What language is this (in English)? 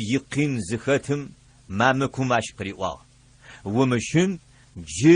Adyghe